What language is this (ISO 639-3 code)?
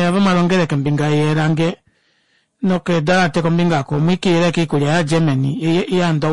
kua